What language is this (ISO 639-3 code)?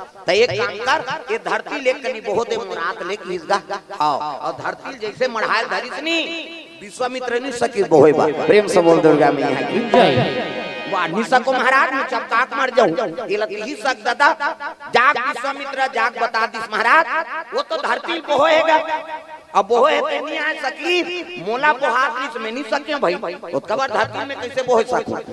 hne